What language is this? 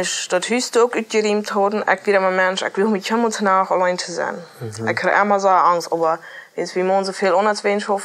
Plautdietsch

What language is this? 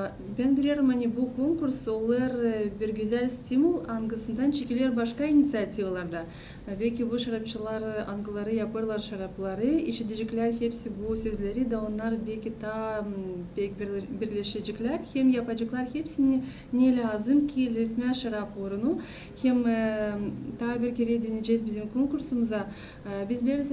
Gagauz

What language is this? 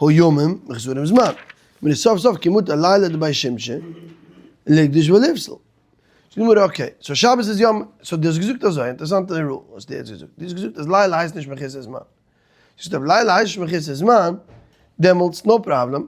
Yiddish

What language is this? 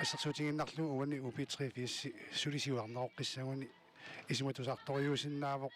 Kalaallisut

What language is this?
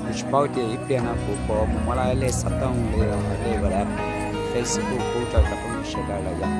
Hmong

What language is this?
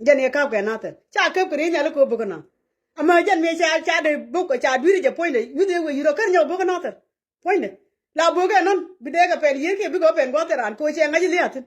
Nuer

